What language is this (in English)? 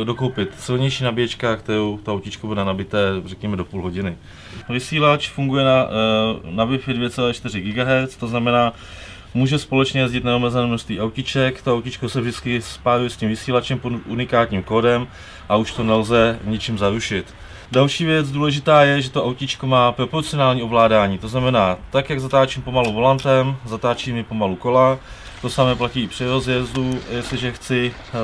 Czech